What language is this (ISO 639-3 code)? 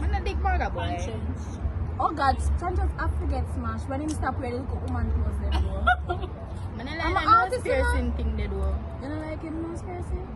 jam